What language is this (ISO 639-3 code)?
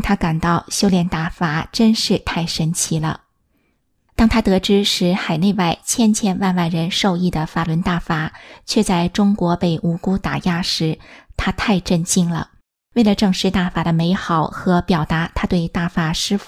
zho